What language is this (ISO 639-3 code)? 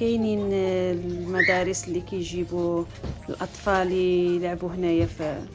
ary